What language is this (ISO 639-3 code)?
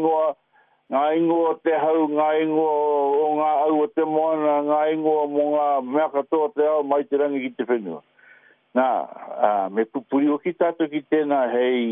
mri